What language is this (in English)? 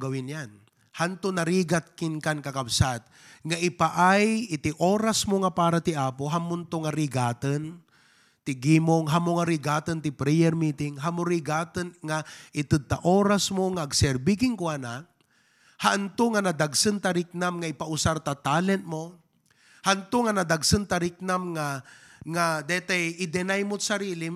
Iloko